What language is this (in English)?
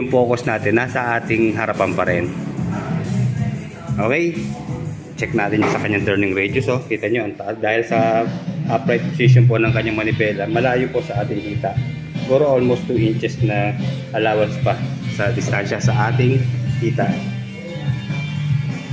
Filipino